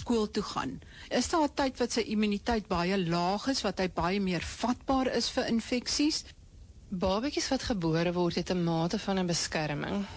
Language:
Afrikaans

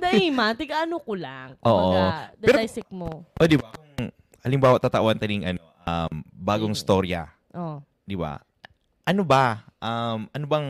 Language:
Bikol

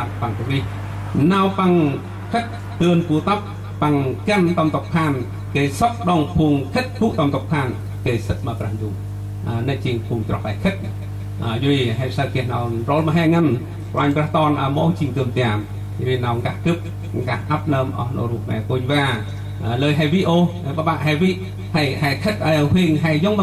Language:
Central Mnong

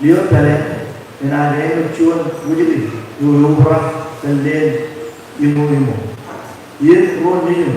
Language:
Marshallese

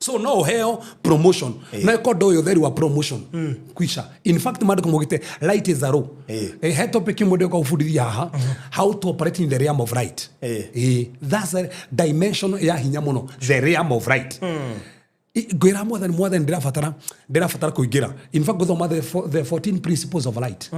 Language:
Kikuyu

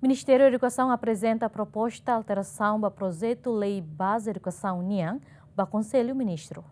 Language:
Tetum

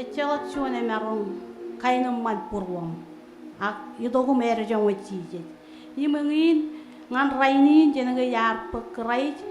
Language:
Marshallese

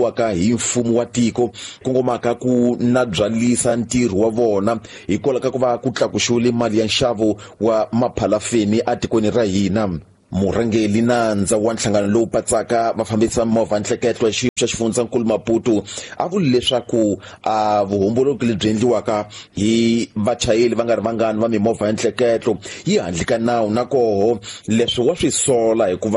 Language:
Tsonga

